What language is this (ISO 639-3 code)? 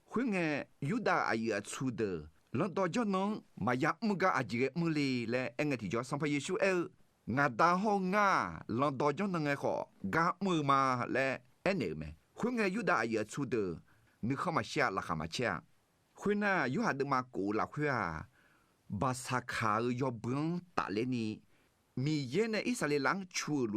ahk